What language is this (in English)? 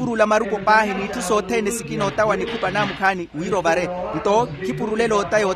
Makhuwa